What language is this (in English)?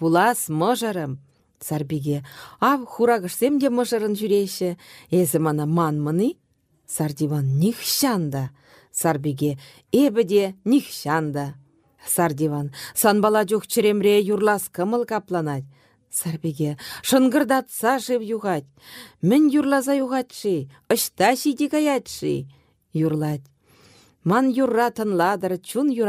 Chuvash